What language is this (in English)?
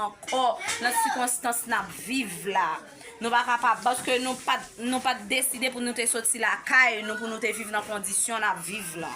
Haitian Creole